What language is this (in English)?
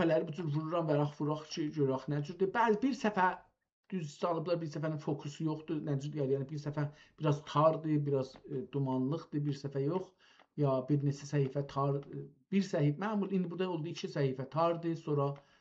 South Azerbaijani